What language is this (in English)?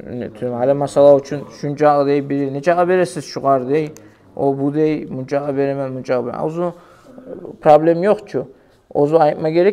Kumyk